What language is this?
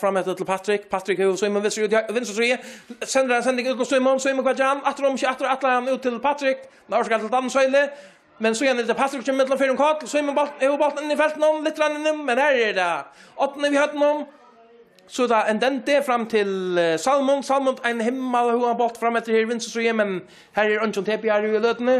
Faroese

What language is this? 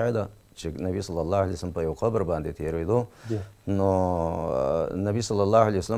Pashto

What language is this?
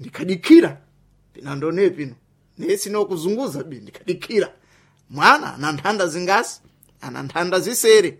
Sena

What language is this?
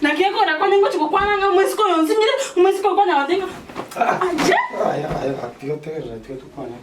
Gusii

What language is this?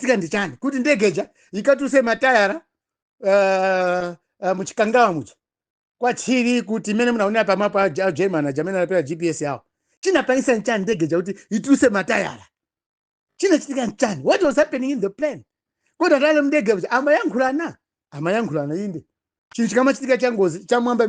Nyanja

